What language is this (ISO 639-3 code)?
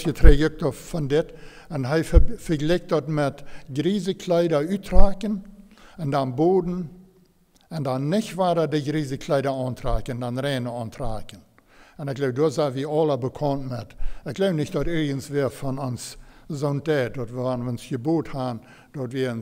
pdt